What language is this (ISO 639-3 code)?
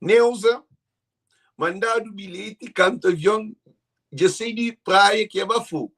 kea